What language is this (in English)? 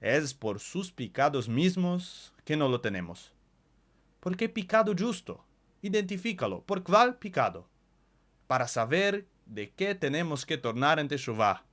Ladino